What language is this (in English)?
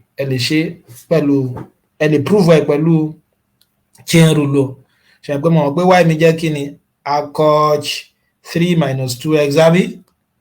Yoruba